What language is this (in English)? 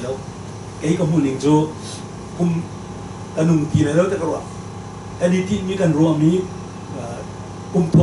Hakha Chin